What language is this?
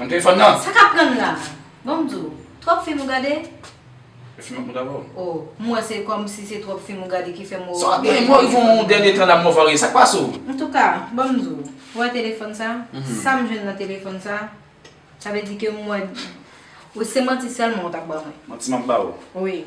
Haitian Creole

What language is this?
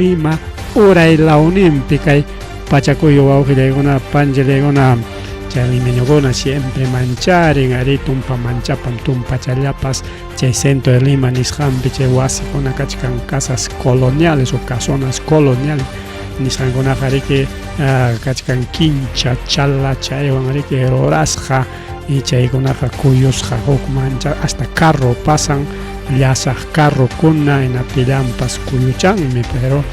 Ayacucho Quechua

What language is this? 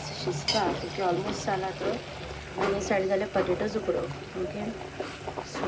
Konkani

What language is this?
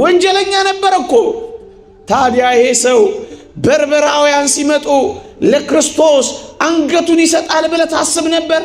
Amharic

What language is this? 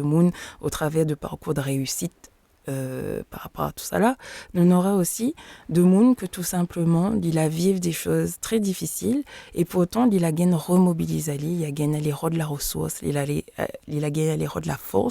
Réunion Creole French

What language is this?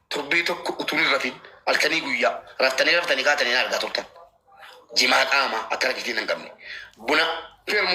Oromo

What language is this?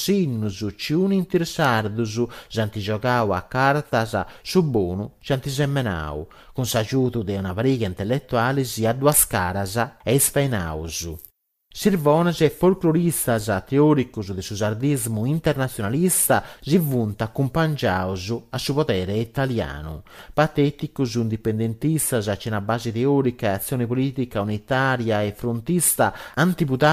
Sardinian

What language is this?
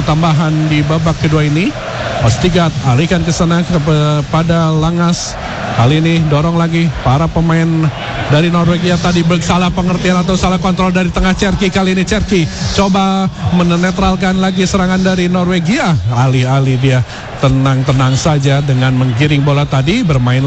Indonesian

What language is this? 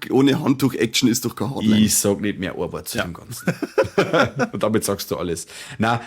Bavarian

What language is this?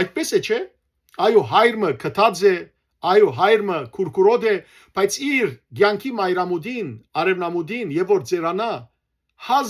Western Armenian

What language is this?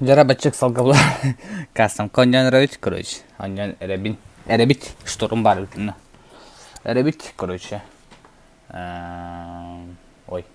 Yakut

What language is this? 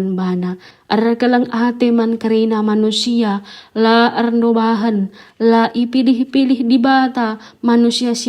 Batak Karo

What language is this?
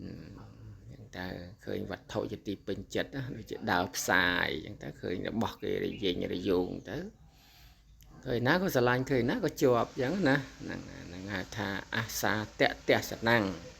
Khmer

